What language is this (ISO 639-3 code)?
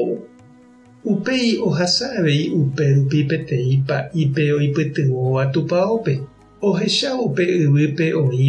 grn